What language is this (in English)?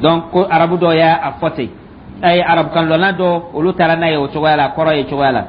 Dyula